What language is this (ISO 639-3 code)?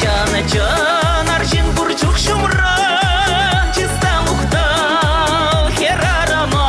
chv